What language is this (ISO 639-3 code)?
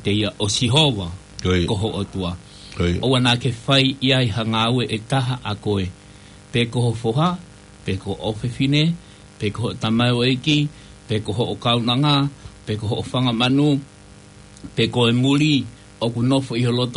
ton